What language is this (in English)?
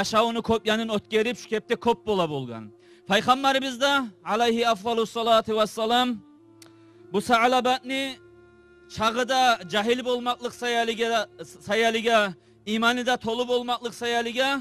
Kumyk